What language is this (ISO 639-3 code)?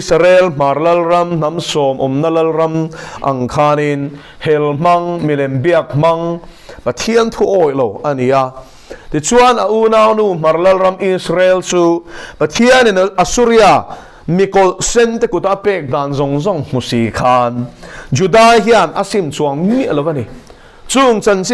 lus